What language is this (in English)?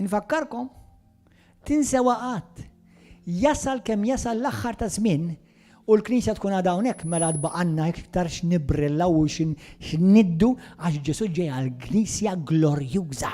Maltese